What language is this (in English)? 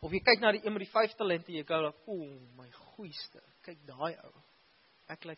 Afrikaans